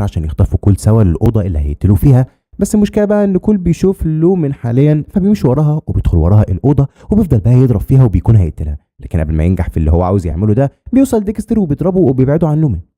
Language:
Egyptian Arabic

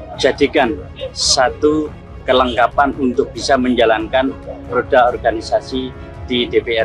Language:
Indonesian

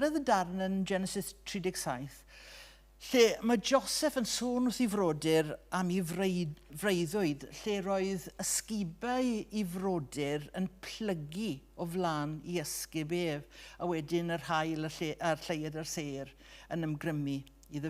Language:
Welsh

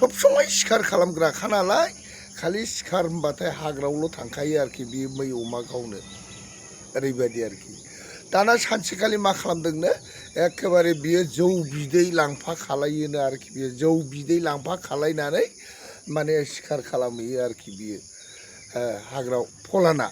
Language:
Bodo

